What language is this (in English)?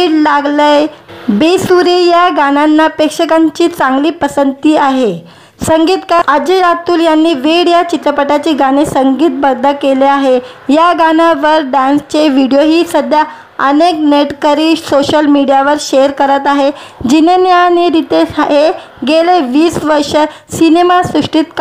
Marathi